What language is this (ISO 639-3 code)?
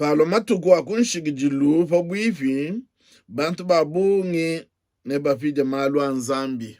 lua